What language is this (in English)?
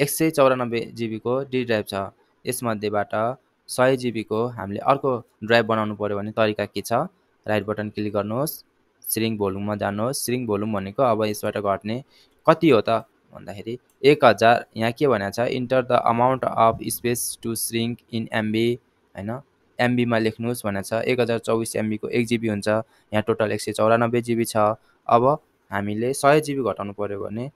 Nepali